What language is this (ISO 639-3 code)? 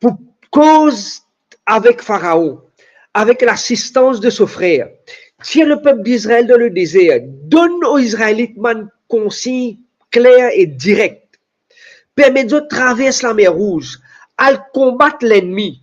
mfe